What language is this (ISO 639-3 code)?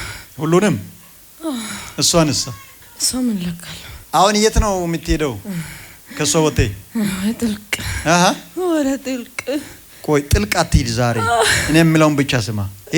amh